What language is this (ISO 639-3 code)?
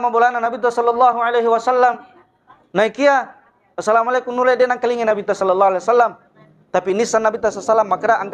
bug